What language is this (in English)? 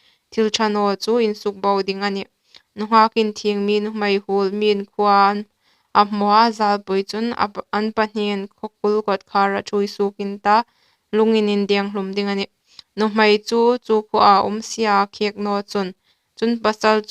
Hmar